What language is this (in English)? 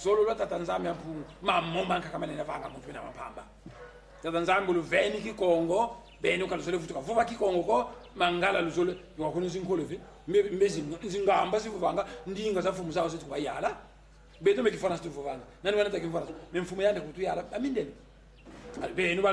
Kongo